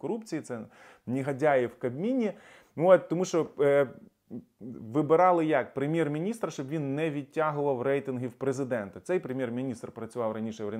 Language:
Ukrainian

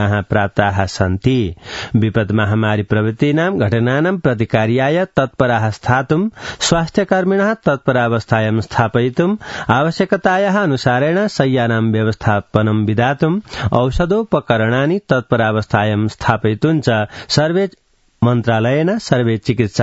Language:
Sanskrit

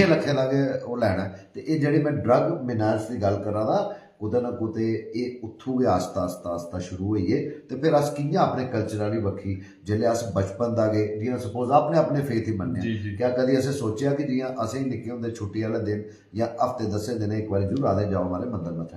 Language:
Dogri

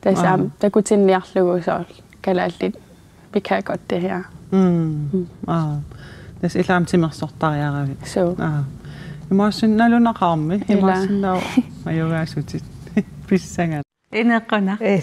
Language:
Kalaallisut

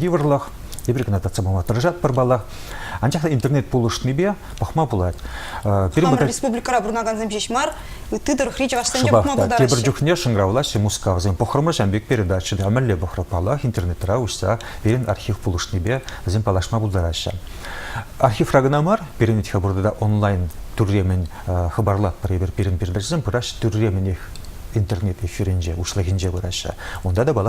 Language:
Chuvash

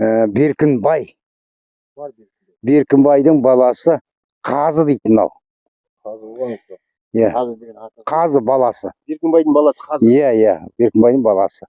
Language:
Kazakh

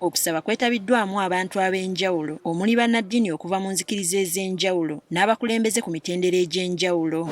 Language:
Ganda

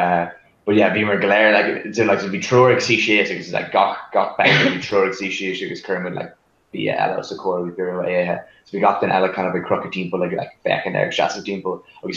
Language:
Irish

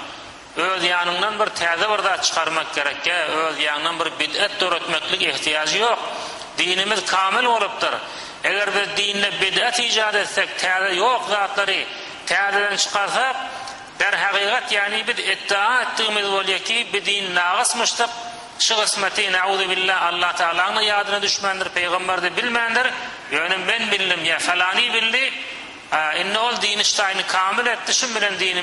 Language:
Turkmen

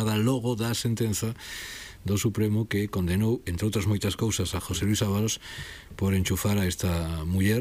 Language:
Galician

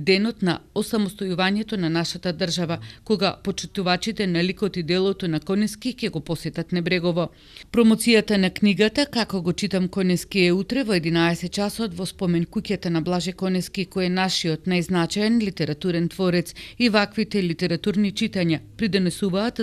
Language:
Macedonian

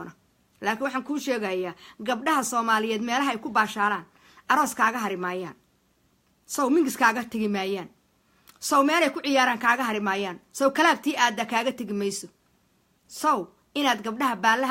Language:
Somali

